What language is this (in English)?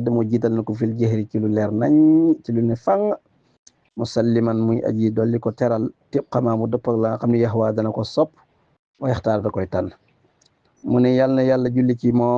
Wolof